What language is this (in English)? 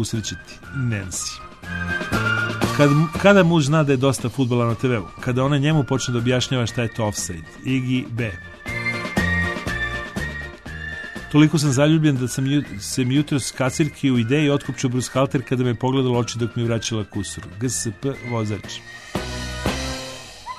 Serbian